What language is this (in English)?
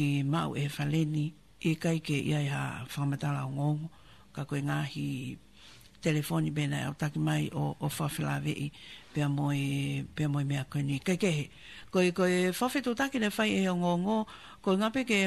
Tongan